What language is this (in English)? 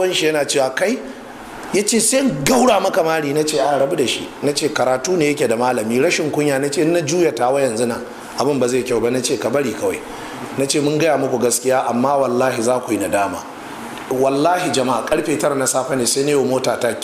Hausa